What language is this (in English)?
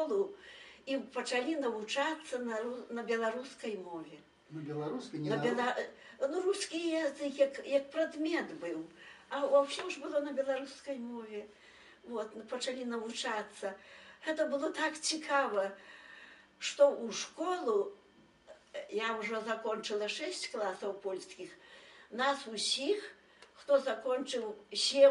Belarusian